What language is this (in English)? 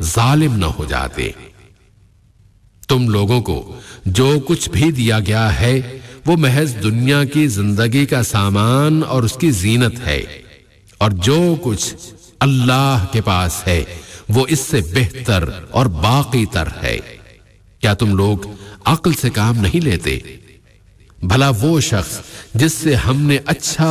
Urdu